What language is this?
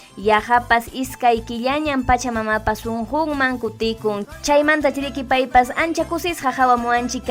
Ayacucho Quechua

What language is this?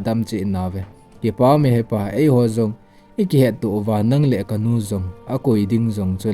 Thado Chin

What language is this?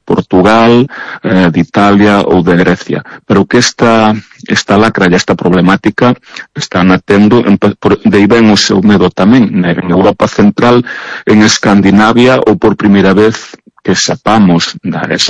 Galician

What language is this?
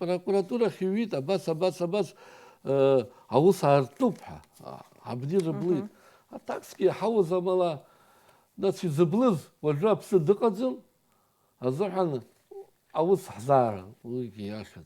Abkhazian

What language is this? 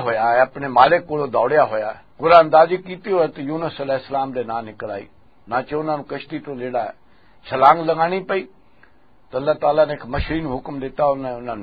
Western Panjabi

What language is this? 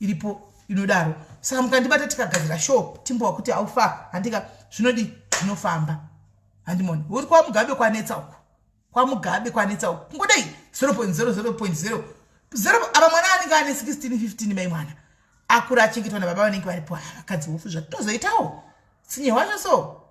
Shona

